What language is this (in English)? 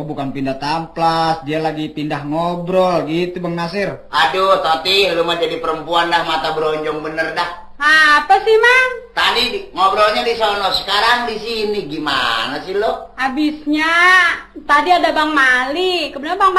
Betawi